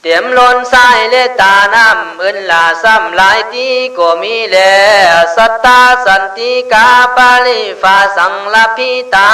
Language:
Khün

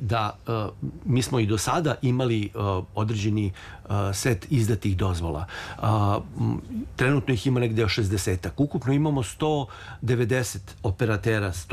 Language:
Serbian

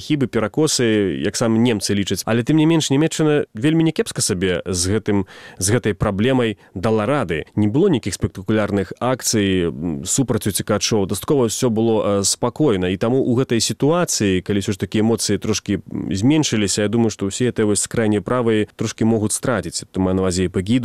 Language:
Belarusian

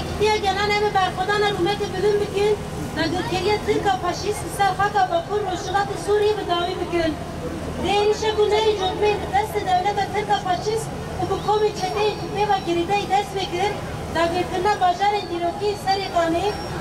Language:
Kurdish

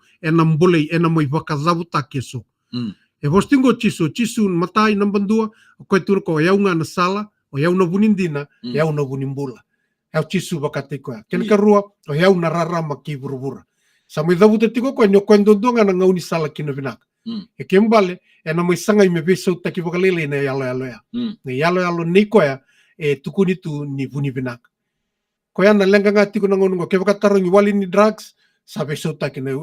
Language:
Fijian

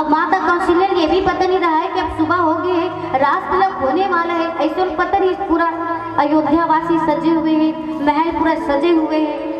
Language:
Chhattisgarhi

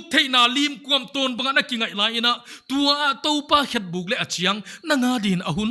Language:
Paite Chin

